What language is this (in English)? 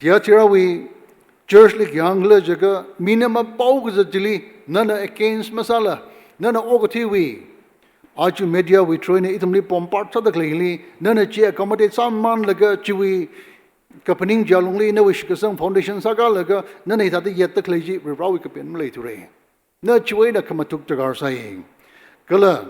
Tangkhul Naga (India)